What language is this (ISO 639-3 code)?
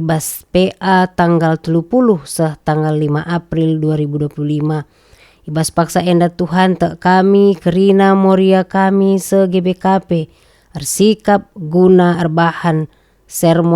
btx